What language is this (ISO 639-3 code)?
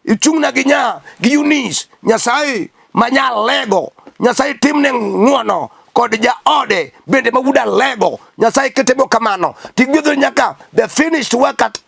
luo